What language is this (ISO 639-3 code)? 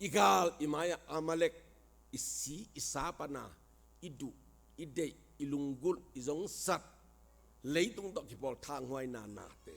ctd